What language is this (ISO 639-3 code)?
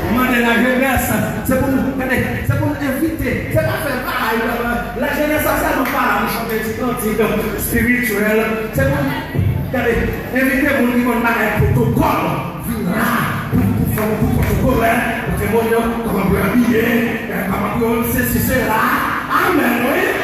hat